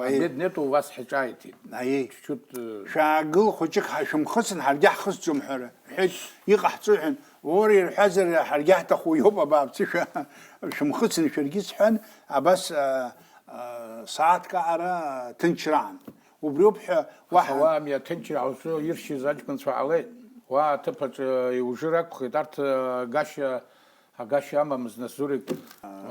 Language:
Abkhazian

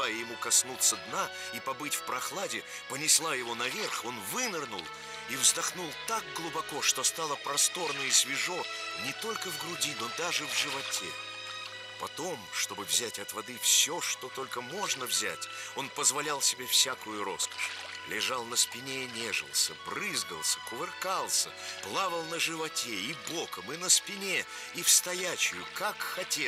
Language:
Russian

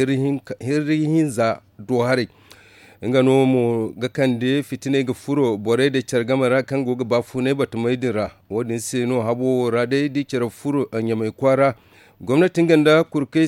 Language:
Zarma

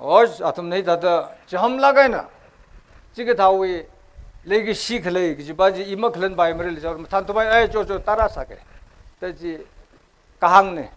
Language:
Tangkhul Naga (India)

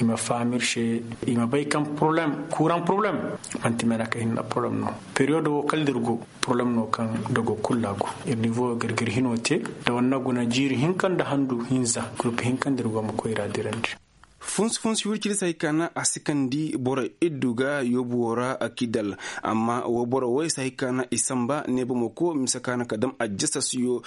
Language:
Koyraboro Senni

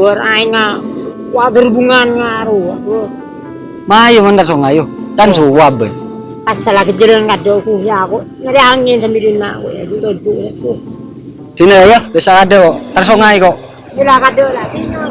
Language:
Madurese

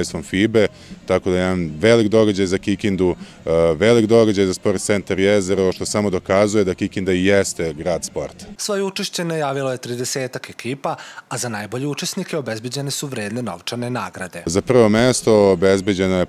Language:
Serbian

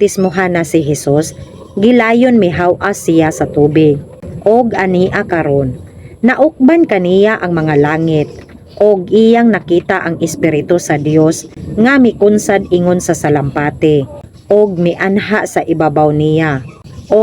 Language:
Cebuano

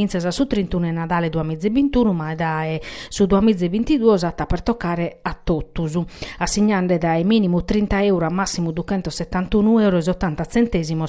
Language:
Sardinian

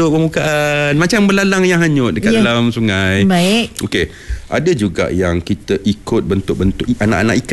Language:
Malay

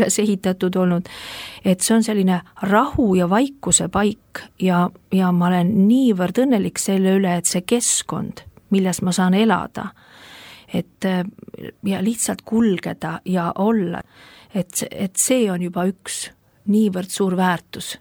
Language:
Estonian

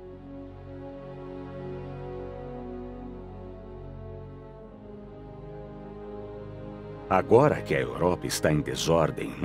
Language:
Portuguese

